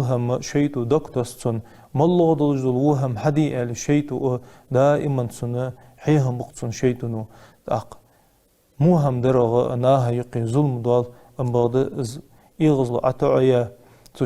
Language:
Ingush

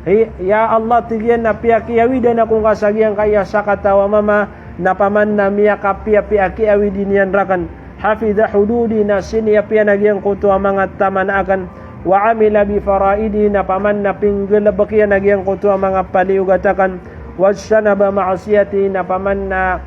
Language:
Maranao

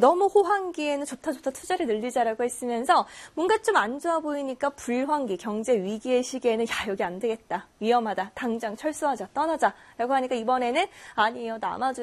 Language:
Korean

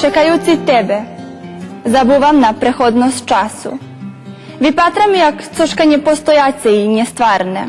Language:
Rusyn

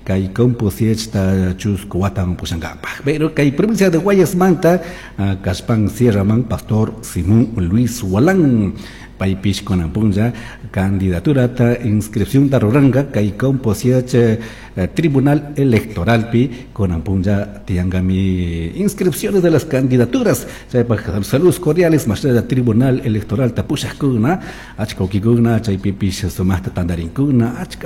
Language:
Chimborazo Highland Quichua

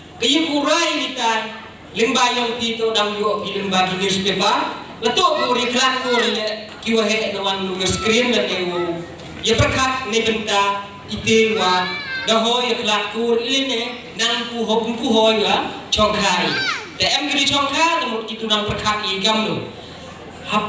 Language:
Khasi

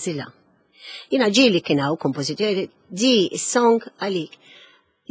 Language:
Maltese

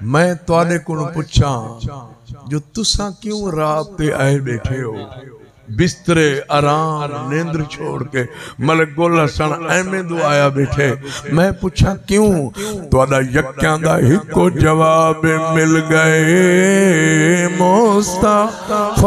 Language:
Saraiki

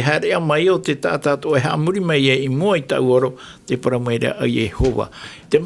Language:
Tahitian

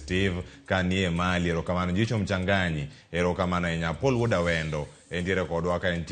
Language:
Luo (Kenya and Tanzania)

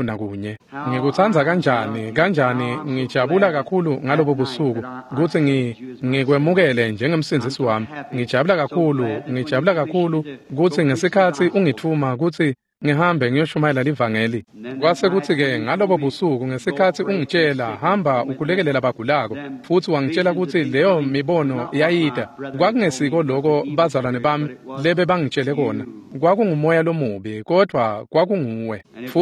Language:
Swati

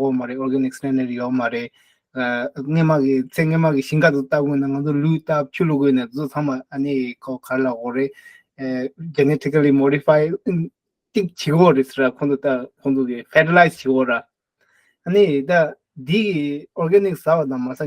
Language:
Tibetan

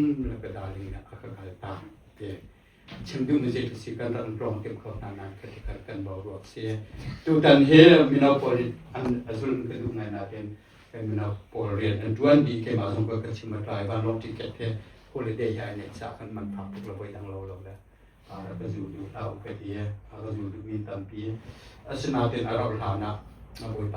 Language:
Hakha Chin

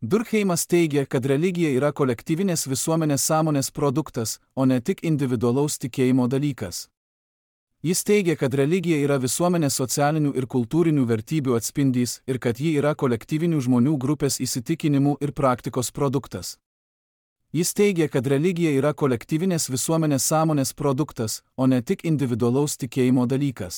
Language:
Lithuanian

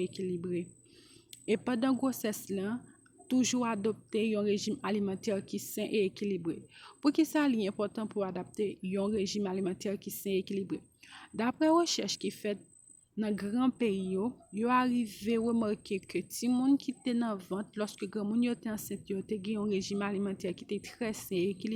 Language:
Haitian Creole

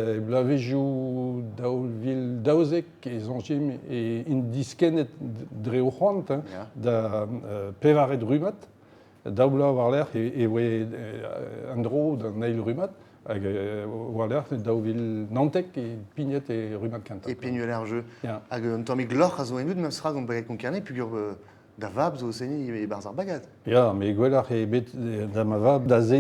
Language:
Breton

